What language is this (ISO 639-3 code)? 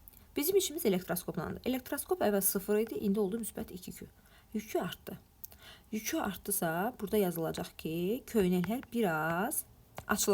aze